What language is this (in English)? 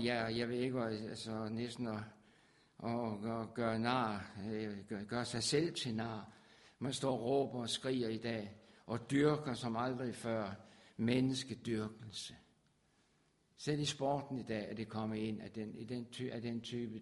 Danish